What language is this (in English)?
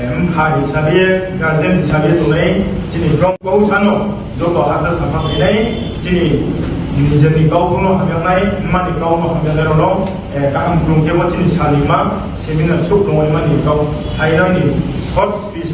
Riang (India)